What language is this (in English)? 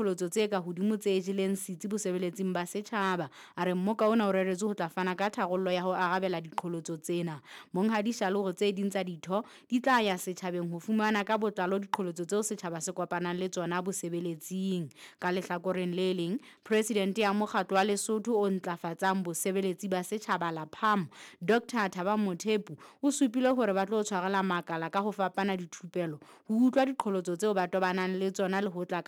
Southern Sotho